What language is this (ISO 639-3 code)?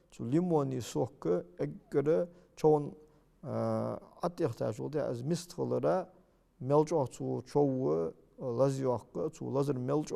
inh